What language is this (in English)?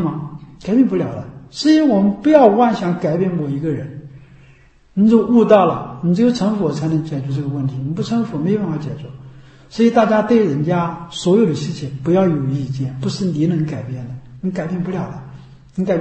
Chinese